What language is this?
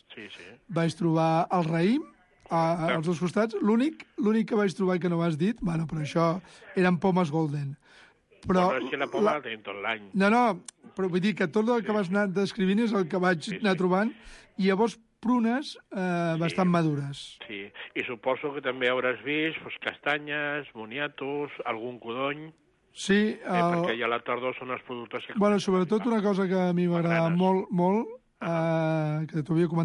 Catalan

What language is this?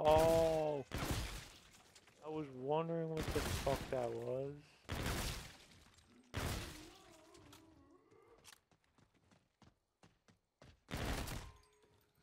English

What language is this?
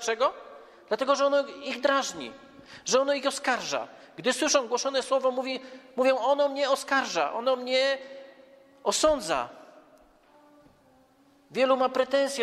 Polish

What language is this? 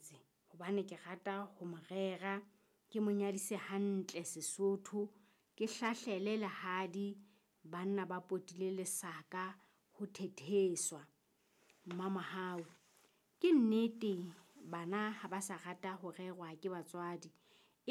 Southern Sotho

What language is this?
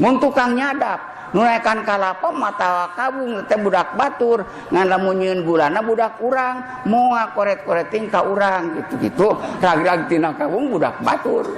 Sundanese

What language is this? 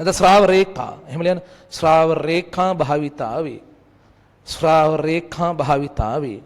Sinhala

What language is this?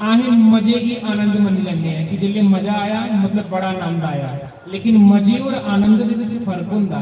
Dogri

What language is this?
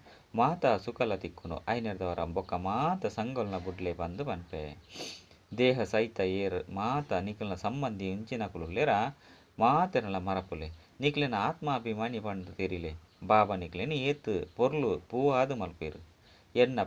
Tulu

